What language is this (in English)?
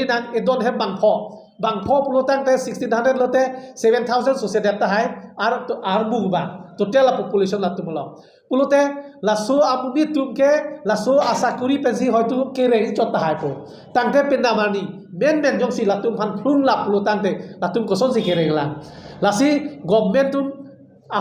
Karbi